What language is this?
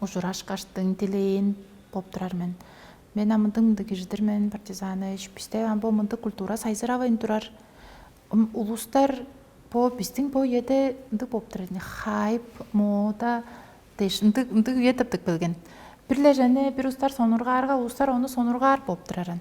Tuvinian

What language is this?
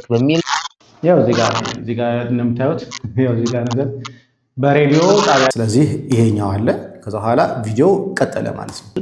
Amharic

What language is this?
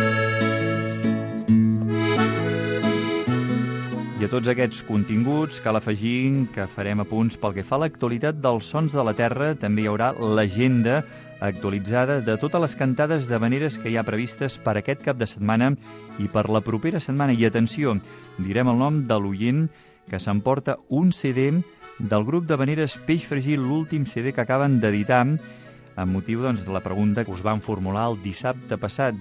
Catalan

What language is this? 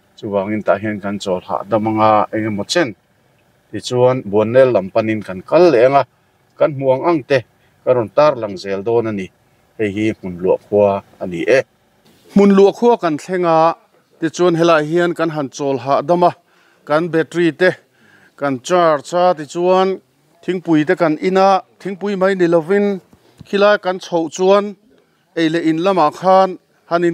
Mizo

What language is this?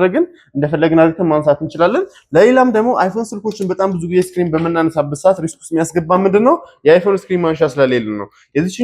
Amharic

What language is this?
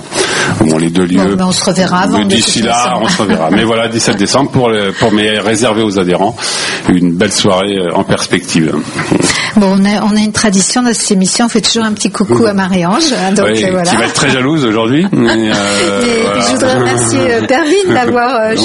French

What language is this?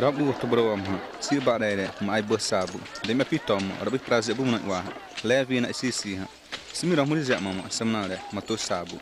Xavánte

